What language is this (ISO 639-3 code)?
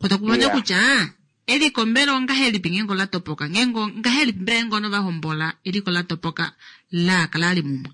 kua